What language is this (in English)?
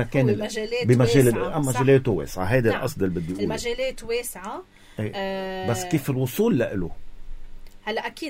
North Levantine Arabic